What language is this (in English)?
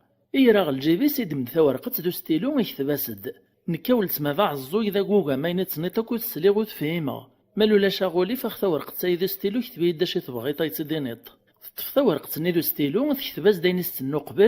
Kabyle